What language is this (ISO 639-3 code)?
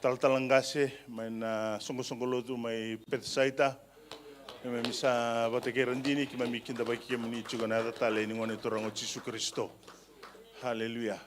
fij